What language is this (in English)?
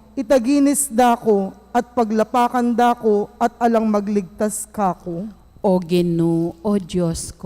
Pampanga